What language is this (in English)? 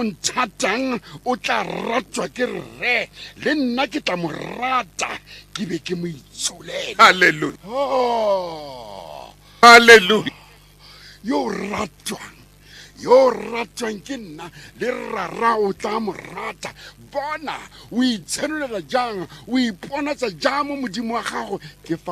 Tswana